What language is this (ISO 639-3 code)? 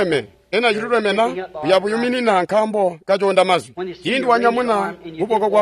toi